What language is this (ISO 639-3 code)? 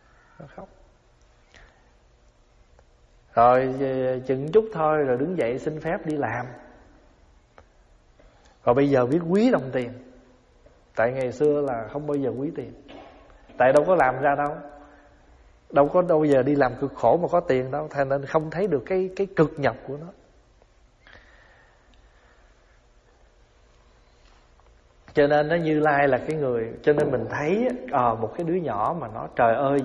vie